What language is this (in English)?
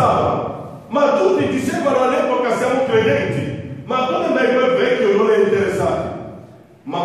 Italian